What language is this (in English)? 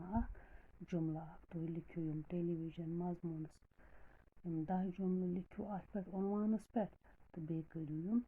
Kashmiri